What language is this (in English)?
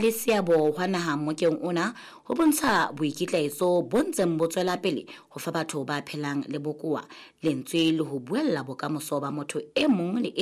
Southern Sotho